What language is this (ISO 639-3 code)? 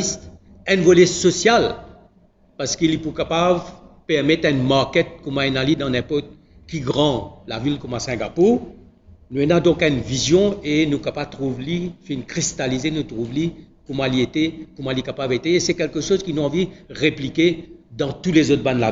mfe